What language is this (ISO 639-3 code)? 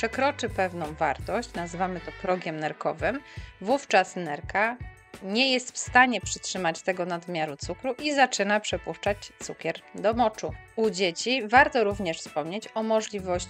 pol